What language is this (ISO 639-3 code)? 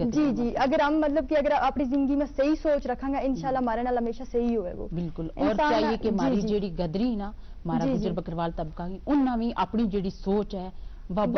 gju